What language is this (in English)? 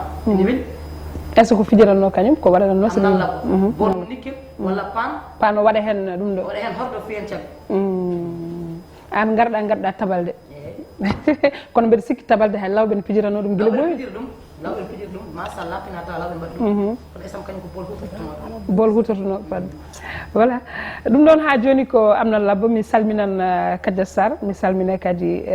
Fula